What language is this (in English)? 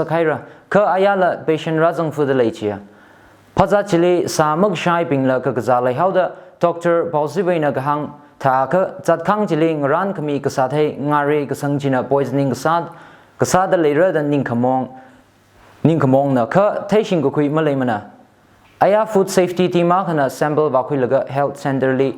Tangkhul Naga (India)